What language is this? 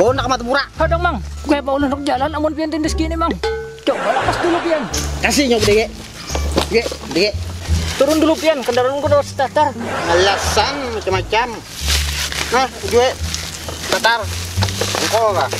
Banjar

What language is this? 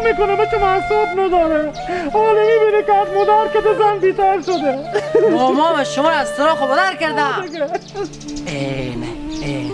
Hazaragi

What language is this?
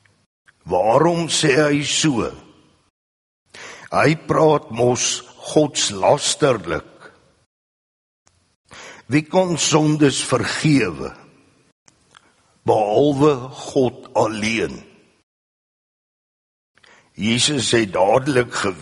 Afrikaans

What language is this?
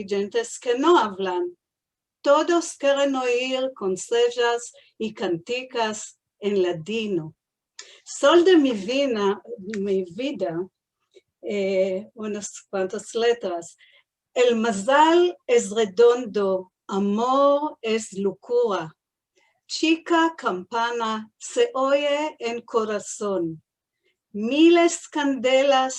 Ladino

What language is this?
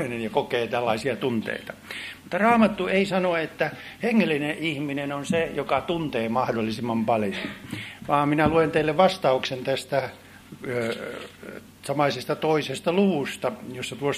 Finnish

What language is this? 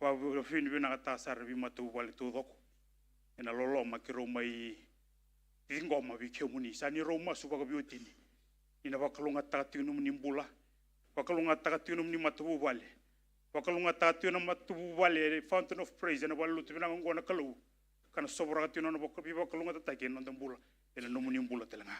Fijian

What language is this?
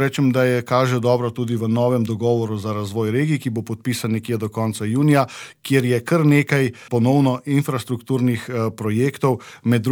Slovenian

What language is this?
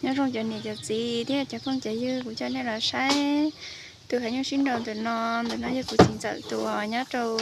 Hmong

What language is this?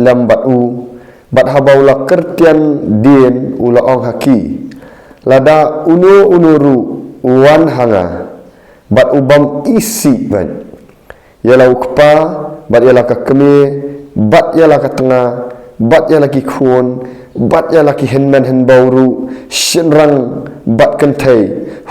Khasi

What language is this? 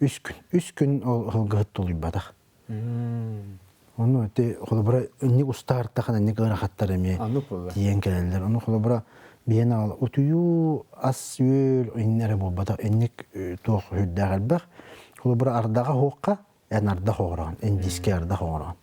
Yakut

